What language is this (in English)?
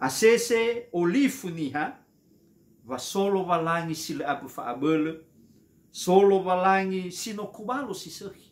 Nias